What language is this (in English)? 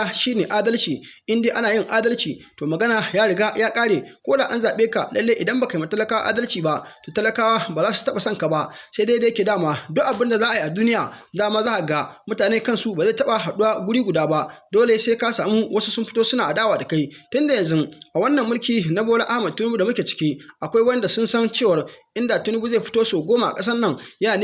Hausa